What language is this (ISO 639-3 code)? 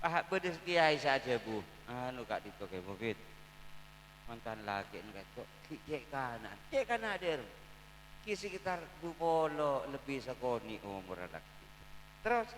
mad